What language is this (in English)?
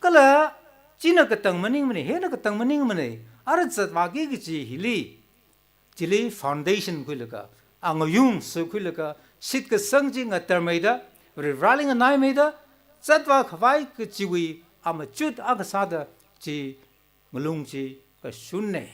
Tangkhul Naga (India)